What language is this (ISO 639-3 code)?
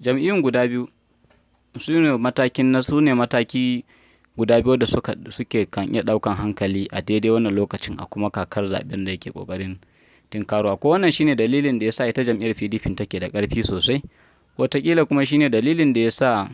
hau